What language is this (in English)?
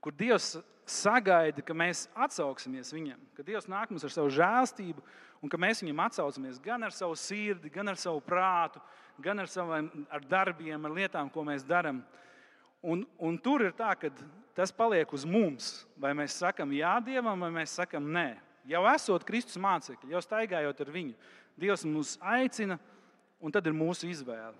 Latvian